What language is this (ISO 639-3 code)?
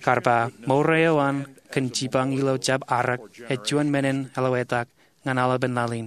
mah